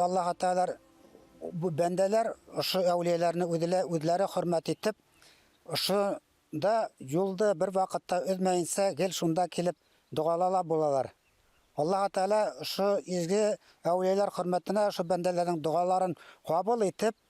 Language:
Bashkir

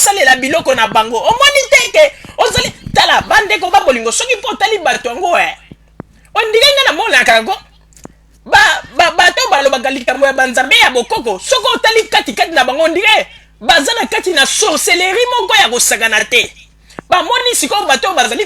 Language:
Lingala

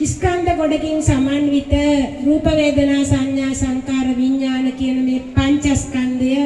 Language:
Sinhala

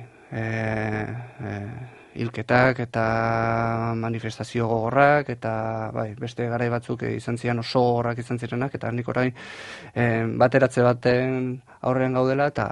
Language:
Basque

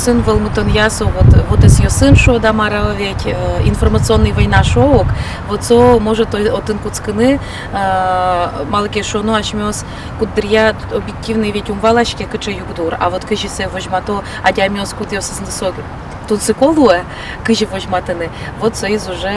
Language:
Udmurt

